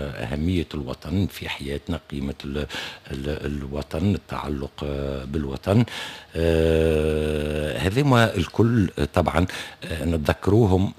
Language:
Tunisian Arabic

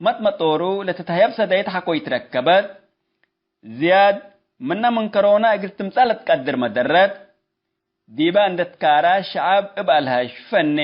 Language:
Tigre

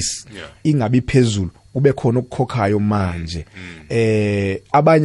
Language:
South Ndebele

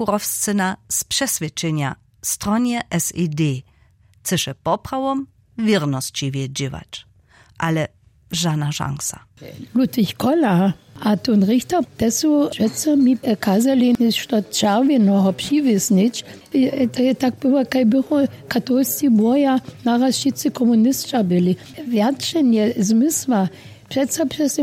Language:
Upper Sorbian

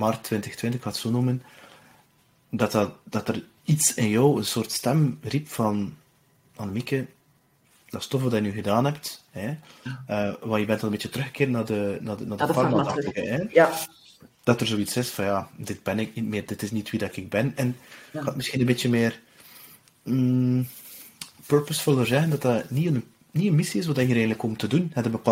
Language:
Dutch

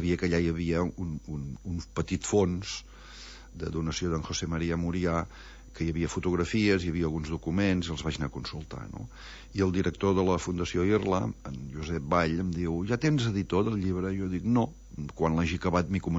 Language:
Catalan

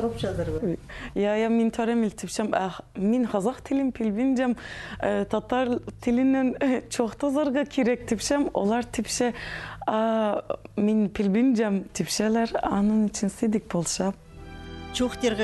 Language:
Khakas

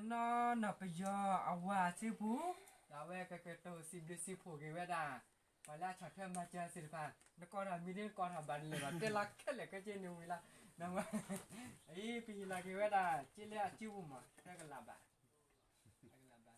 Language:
S'gaw Karen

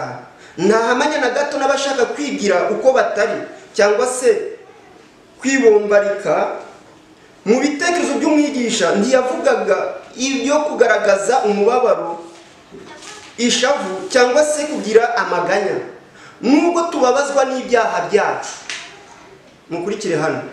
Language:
Kinyarwanda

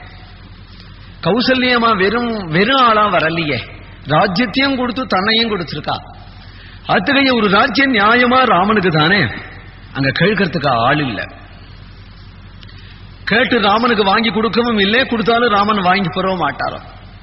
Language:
Tamil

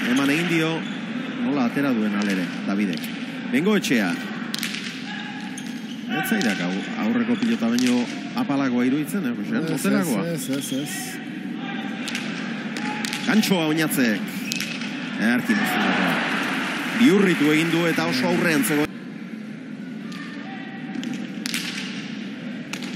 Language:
Basque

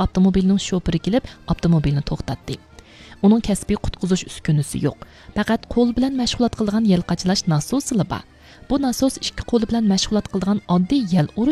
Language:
Uyghur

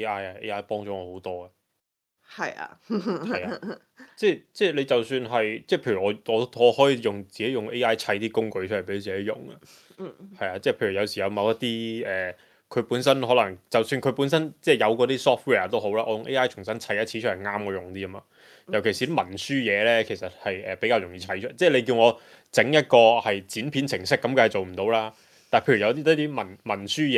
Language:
Cantonese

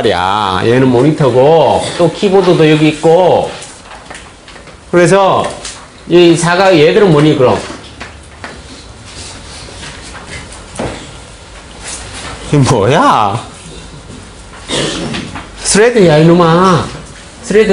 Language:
Korean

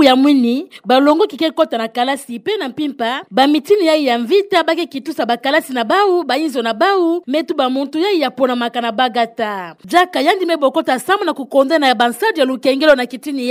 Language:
Kituba (Democratic Republic of Congo)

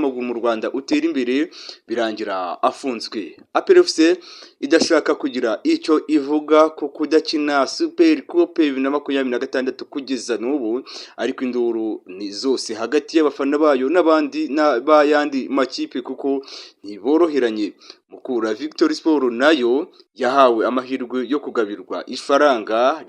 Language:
Kinyarwanda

